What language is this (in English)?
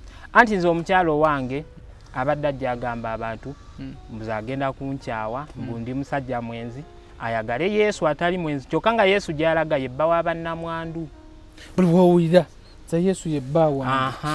Ganda